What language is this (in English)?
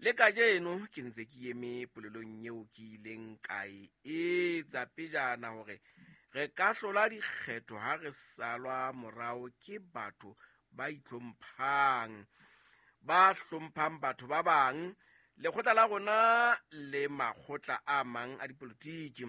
Southern Sotho